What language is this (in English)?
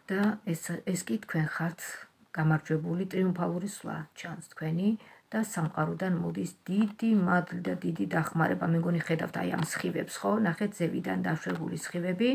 Georgian